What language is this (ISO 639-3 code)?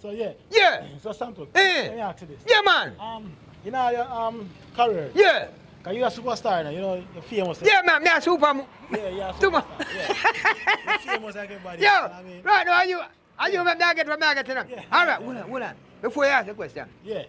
jam